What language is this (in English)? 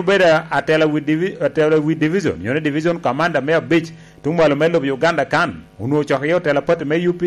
Lango (Uganda)